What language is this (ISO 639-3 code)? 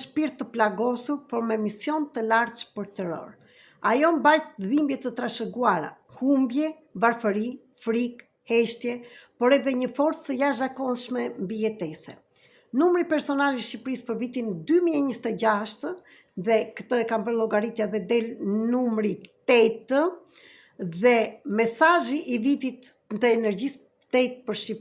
sqi